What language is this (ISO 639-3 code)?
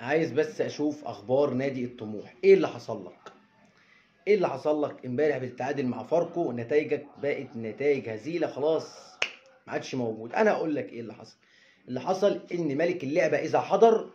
arz